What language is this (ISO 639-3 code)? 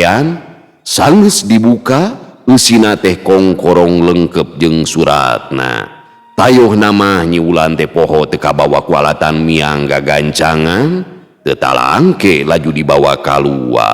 sun